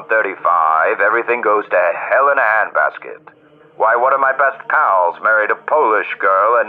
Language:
English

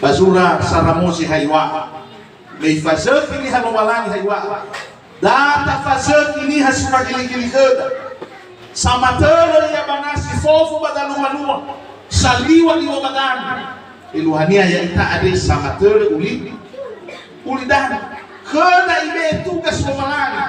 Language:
Nias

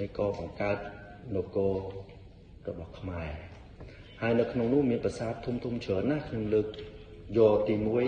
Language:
Khmer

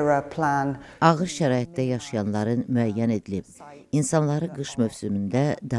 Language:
Azerbaijani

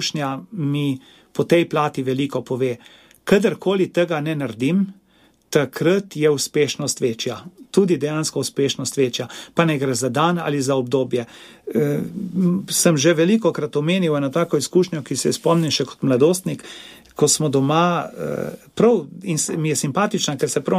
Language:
Slovenian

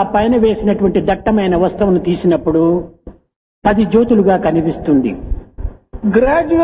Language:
Telugu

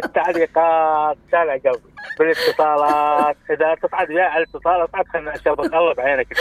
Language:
Mesopotamian Arabic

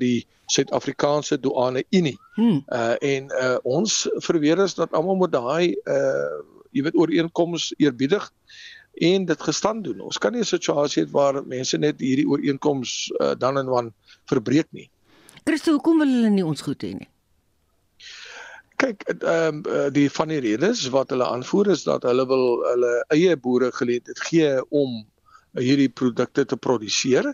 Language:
Afrikaans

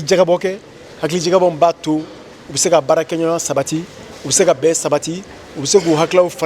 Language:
Bambara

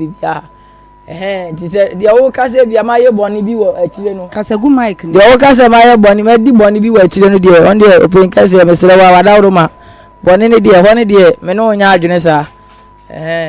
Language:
Akan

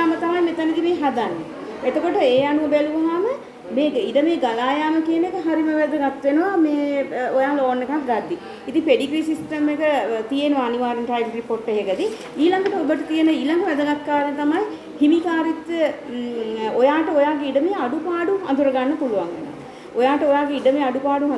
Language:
Sinhala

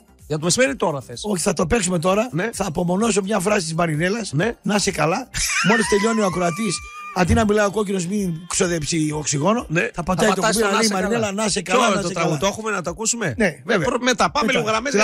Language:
Greek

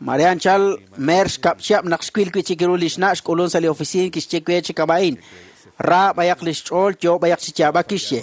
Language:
Kekchí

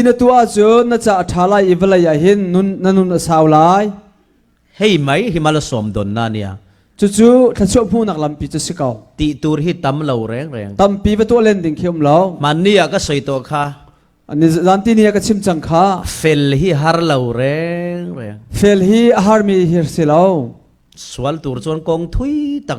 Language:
Falam Chin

